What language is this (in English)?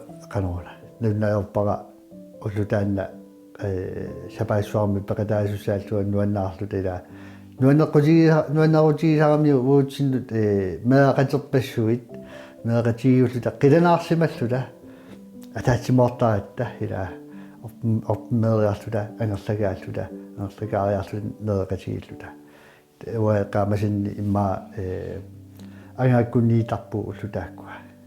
Kalaallisut